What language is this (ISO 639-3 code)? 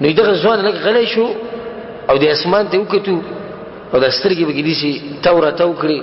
pus